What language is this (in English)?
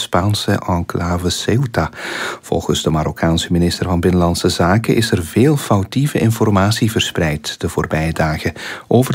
Dutch